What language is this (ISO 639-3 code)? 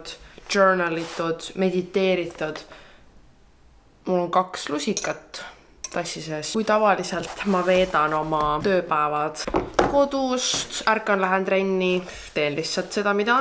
est